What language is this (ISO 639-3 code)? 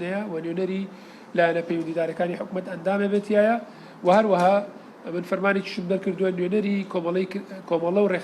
ckb